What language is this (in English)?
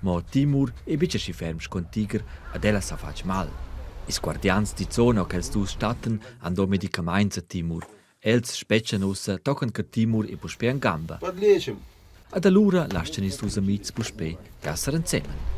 Romansh